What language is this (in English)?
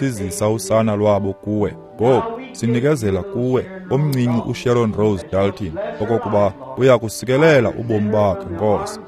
Xhosa